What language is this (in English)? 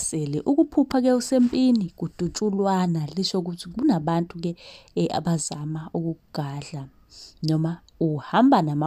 Zulu